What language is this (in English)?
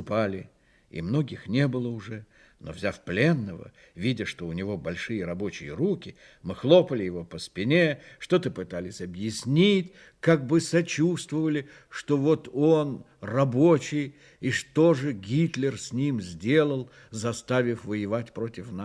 Russian